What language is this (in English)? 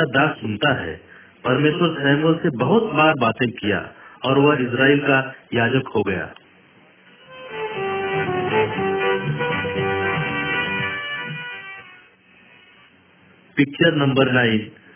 Hindi